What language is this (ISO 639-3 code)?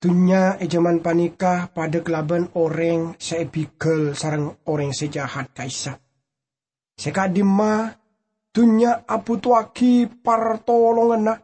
mad